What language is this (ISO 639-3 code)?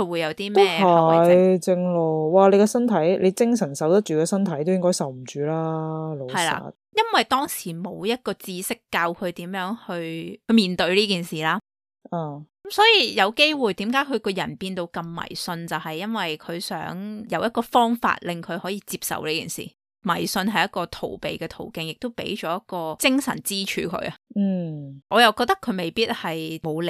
yue